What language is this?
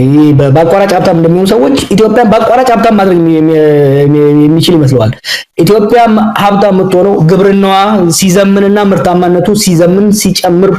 Amharic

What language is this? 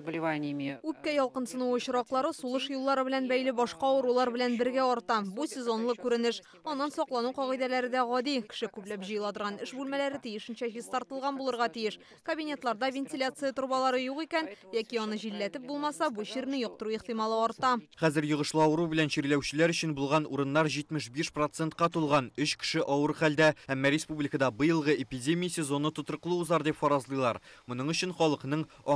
Tatar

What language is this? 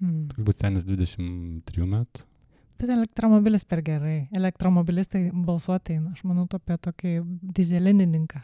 Lithuanian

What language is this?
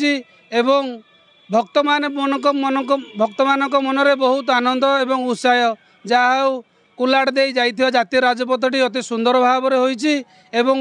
Odia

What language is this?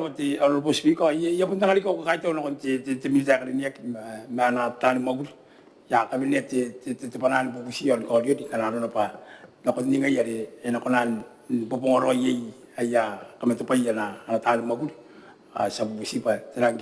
Gilbertese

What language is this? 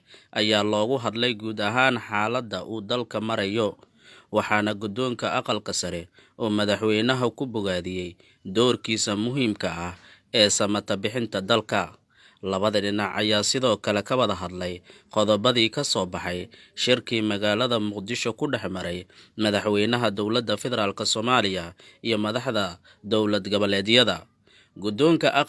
Somali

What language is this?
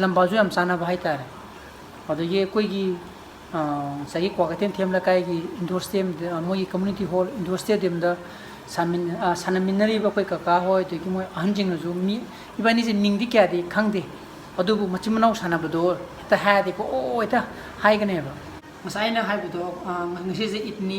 Manipuri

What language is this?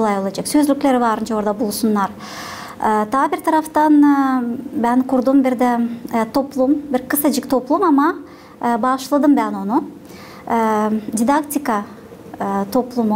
Gagauz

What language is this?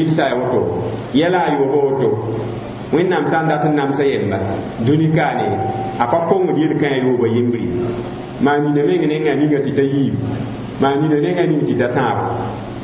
Mossi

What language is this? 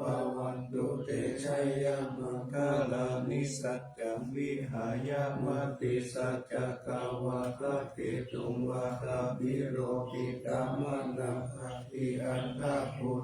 Pali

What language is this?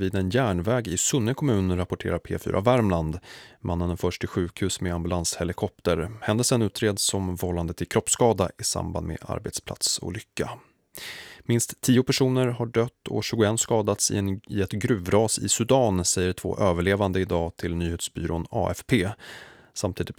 Swedish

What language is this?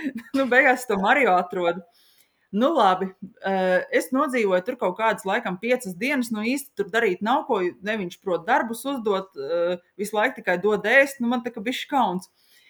Latvian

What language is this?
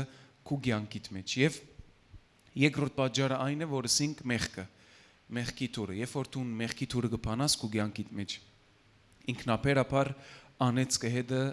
Western Armenian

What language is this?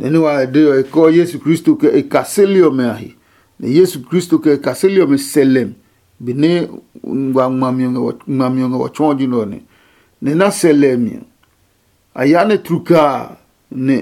Adangme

